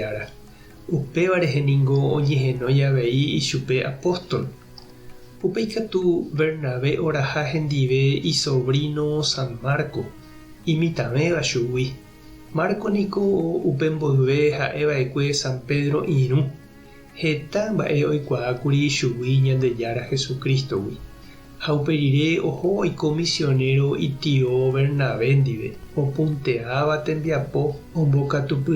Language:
Guarani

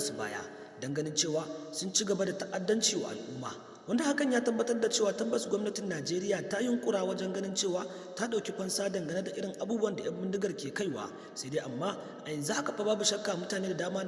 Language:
Hausa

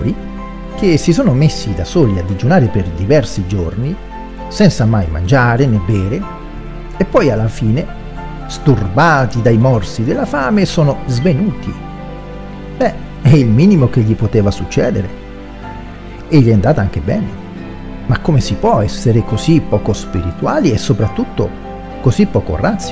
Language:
Italian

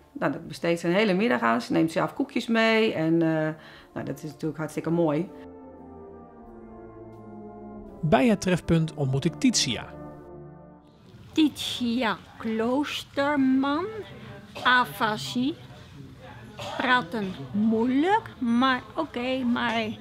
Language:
Dutch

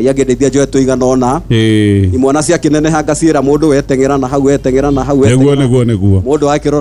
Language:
Kikuyu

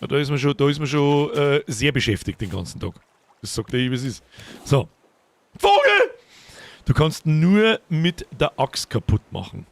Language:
Bavarian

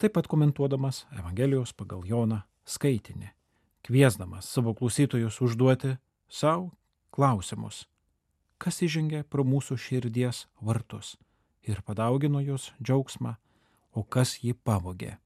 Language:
Lithuanian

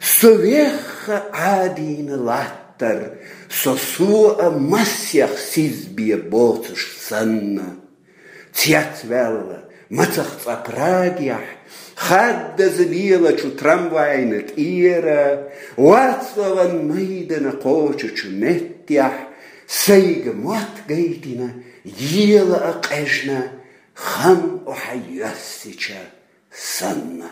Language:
Chechen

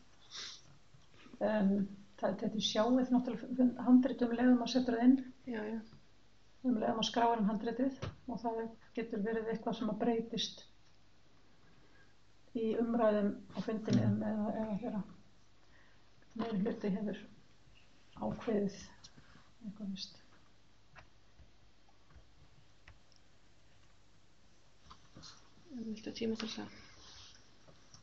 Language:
Icelandic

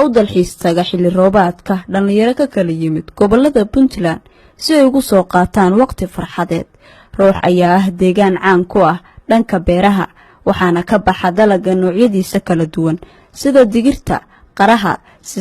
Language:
Somali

